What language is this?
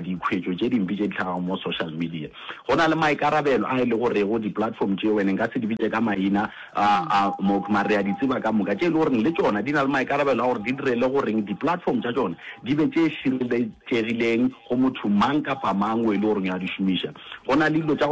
Northern Sotho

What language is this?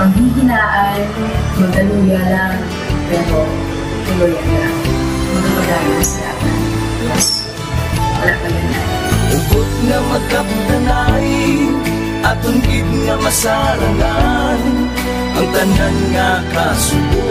Hiligaynon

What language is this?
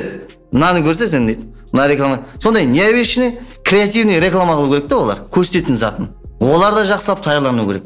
Kara-Kalpak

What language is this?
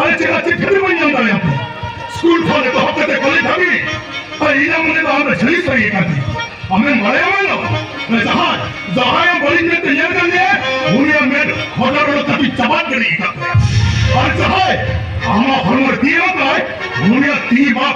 Santali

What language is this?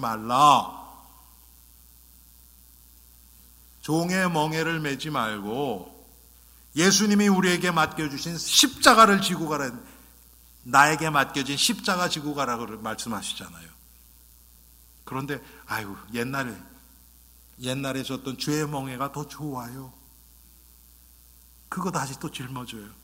Korean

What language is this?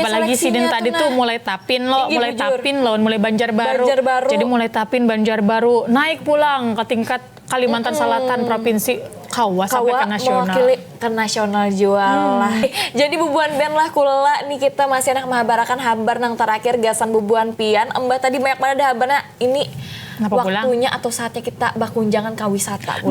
Banjar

